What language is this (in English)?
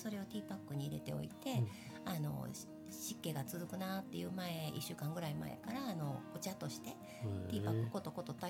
Japanese